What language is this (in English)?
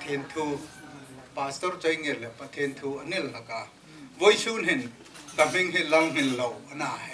Hmar